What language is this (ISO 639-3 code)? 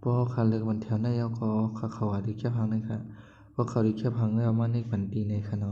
shn